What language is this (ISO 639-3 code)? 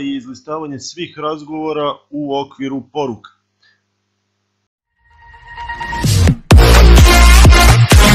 srp